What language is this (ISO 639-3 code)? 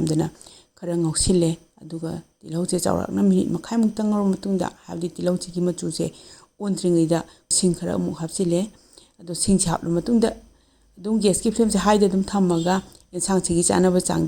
mni